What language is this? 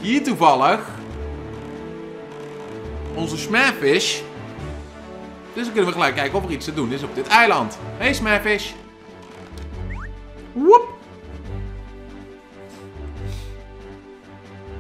Dutch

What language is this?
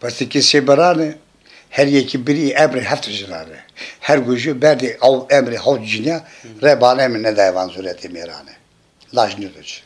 Zaza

